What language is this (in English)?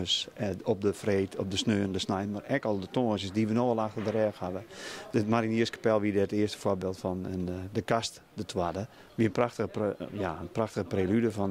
Western Frisian